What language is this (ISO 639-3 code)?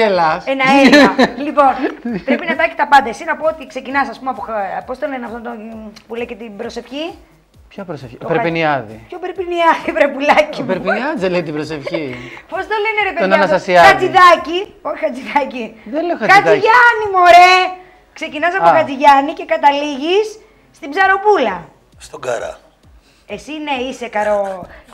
ell